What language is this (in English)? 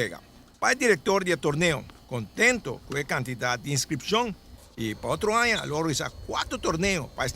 Papiamento